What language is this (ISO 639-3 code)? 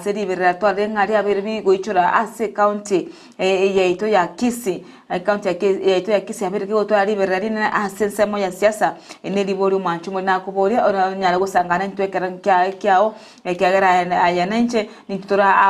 guz